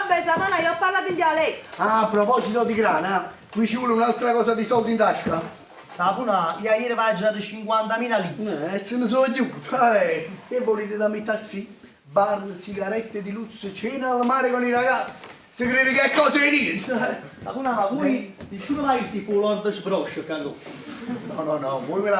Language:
Neapolitan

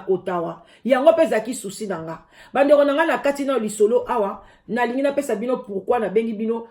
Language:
Lingala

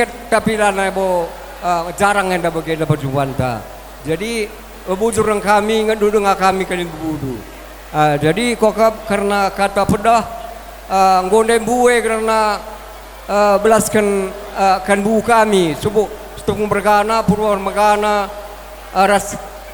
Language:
Batak Karo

